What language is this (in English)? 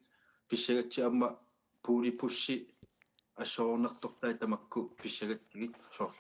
Kalaallisut